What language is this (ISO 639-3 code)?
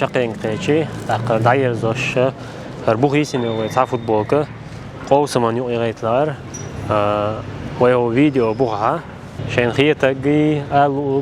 che